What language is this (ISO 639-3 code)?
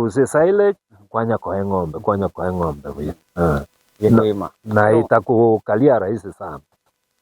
guz